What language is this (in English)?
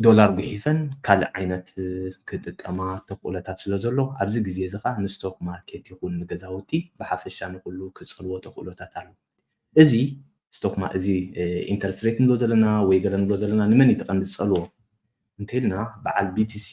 Tigrinya